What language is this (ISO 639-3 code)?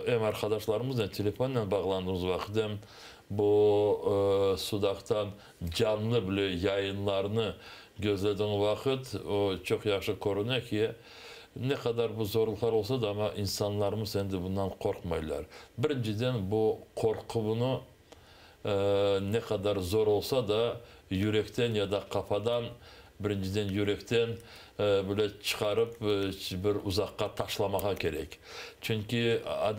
crh